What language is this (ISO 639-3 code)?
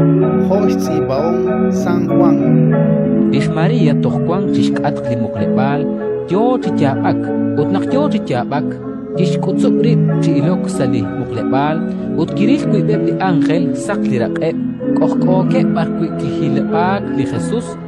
kek